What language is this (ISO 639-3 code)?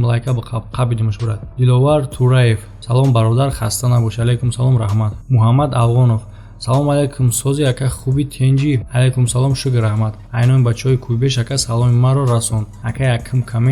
tgk